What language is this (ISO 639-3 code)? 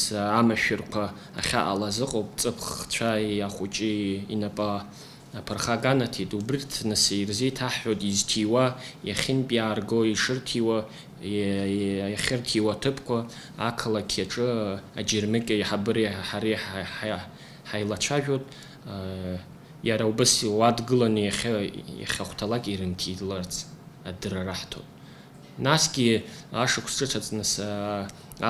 abk